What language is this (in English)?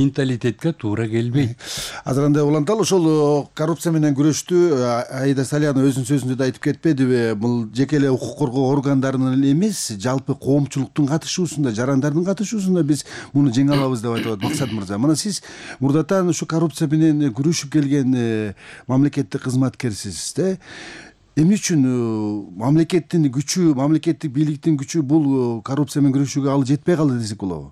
Kyrgyz